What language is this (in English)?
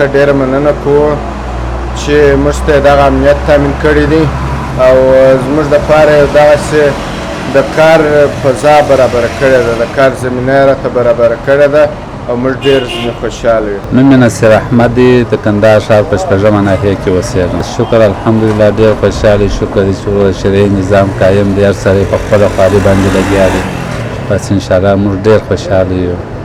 Pashto